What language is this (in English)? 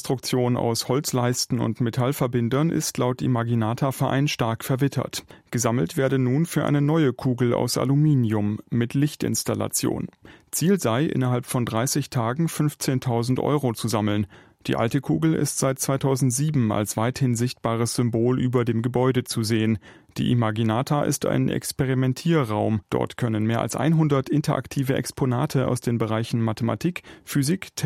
German